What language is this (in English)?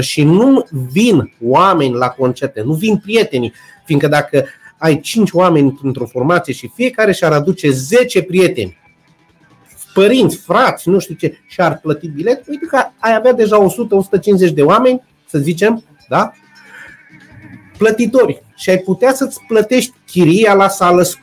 Romanian